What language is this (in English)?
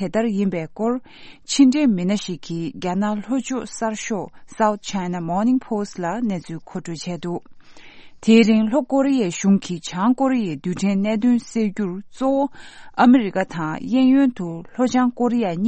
Tibetan